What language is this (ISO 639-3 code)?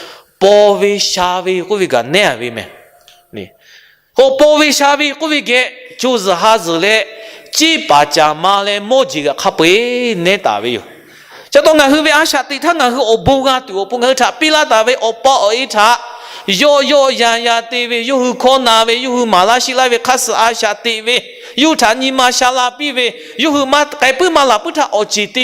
lhu